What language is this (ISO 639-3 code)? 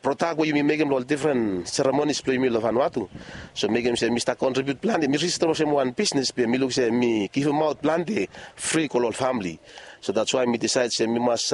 bis